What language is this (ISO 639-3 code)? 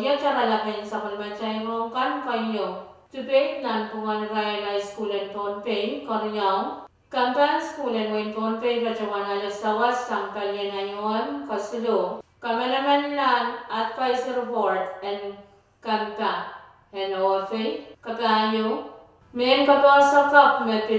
pon